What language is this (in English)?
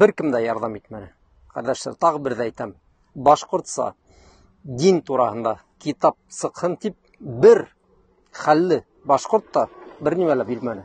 Bashkir